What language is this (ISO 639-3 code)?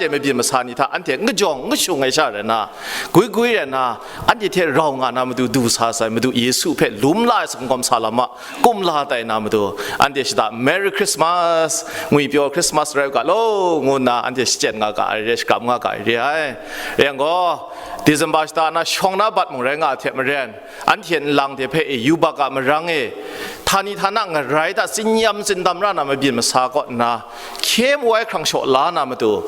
kac